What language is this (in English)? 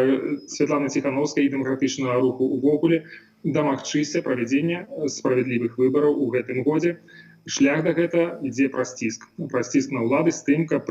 Belarusian